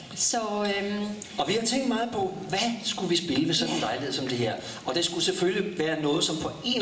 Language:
Danish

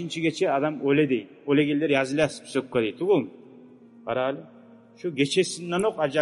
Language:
Kumyk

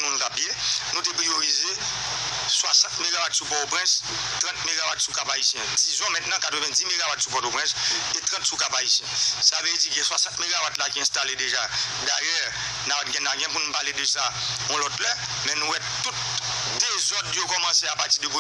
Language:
Haitian Creole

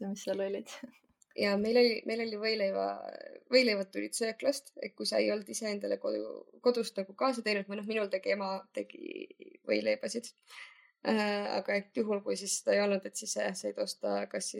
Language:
Estonian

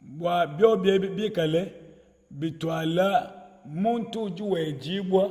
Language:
Luba-Lulua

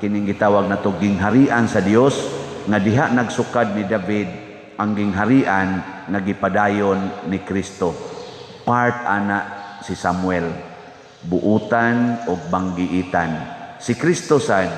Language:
Cebuano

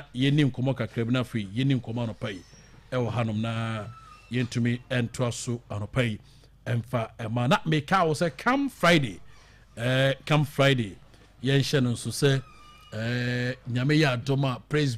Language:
Akan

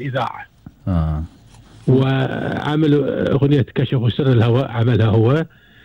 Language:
Gulf Arabic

